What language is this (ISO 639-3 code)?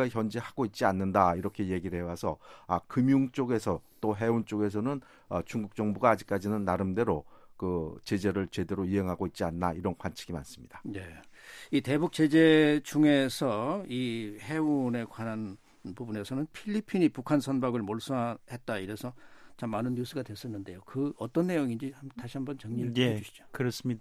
kor